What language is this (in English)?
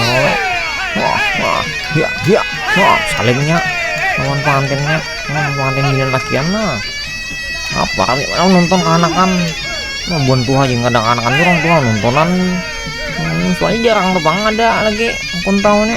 Banjar